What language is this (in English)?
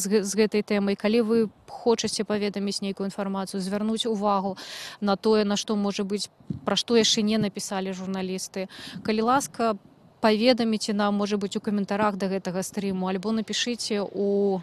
Belarusian